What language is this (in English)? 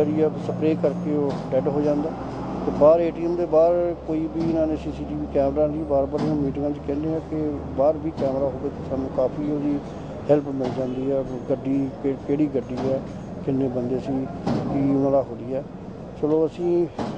Punjabi